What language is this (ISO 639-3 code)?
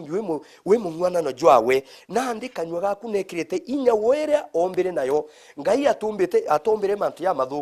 mer